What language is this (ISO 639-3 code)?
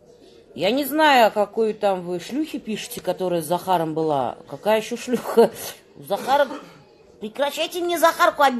rus